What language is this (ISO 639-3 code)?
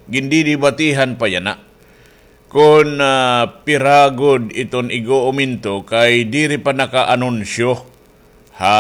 war